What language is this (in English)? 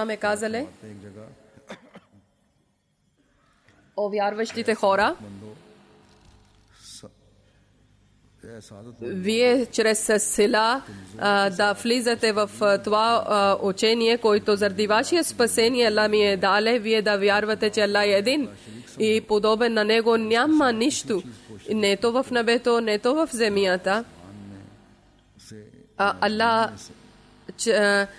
Bulgarian